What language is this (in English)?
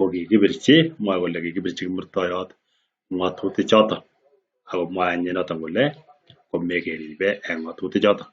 Kalenjin